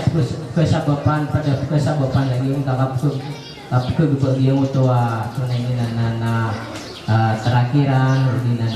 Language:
Maranao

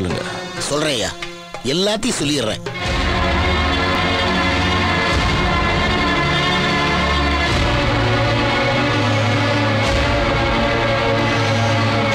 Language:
Tamil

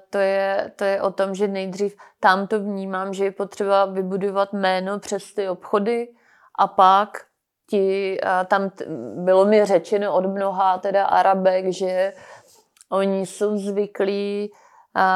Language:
Czech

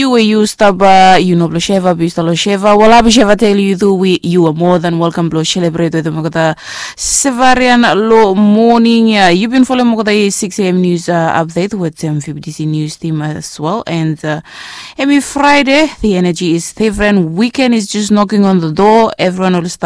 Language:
Bislama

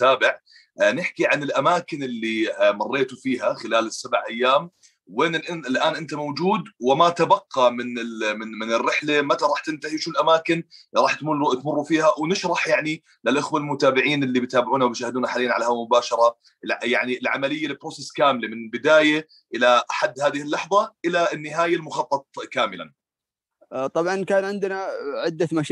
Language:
Arabic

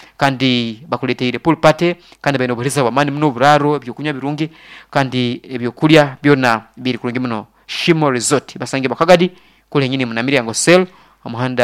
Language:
Nyankole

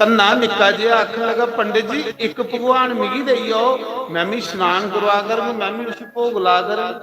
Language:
Dogri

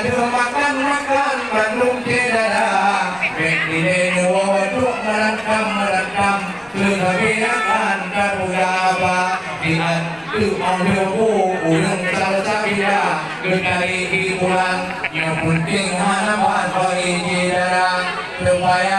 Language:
Achinese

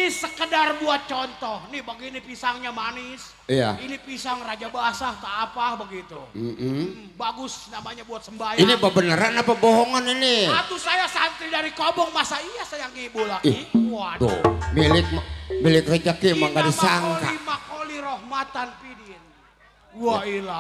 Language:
Betawi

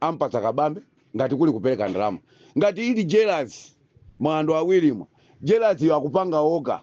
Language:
Nyanja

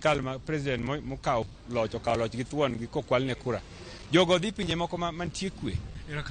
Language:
Luo (Kenya and Tanzania)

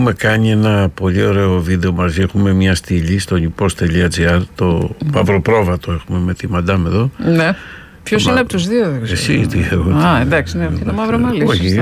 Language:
Greek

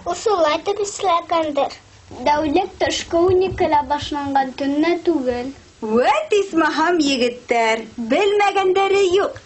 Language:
Bashkir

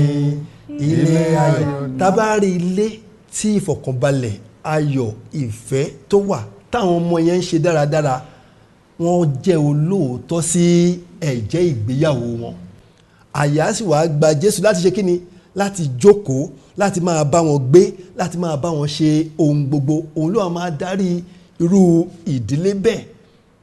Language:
Yoruba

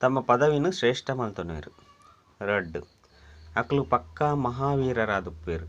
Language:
Tulu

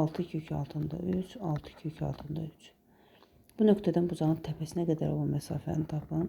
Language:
Azerbaijani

